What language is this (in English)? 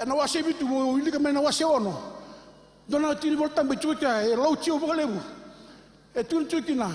Fijian